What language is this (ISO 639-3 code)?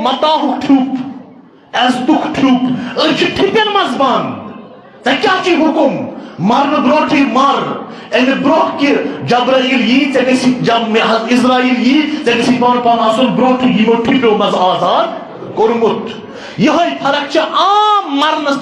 kas